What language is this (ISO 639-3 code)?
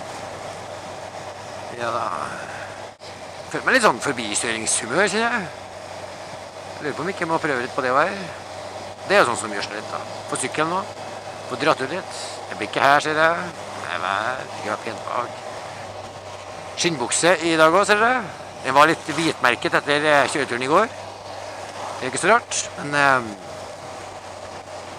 nor